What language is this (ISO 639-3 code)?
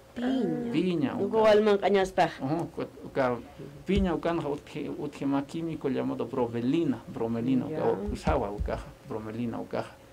aym